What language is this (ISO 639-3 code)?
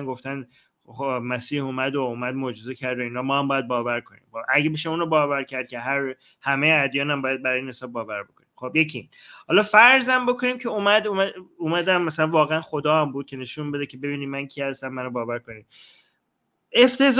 fas